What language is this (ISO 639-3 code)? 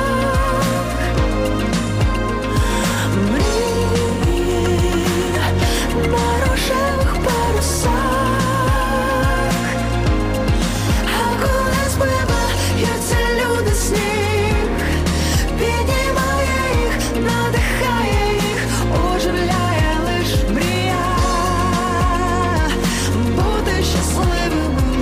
ukr